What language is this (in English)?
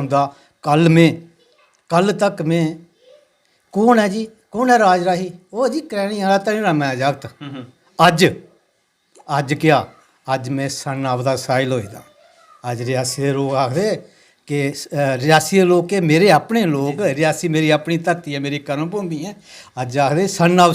Dogri